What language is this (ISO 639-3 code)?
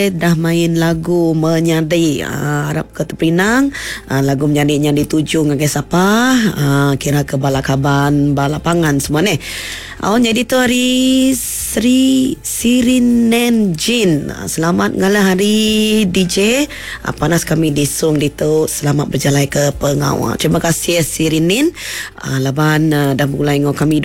iba